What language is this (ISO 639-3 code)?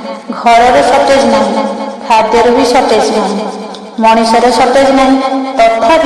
ori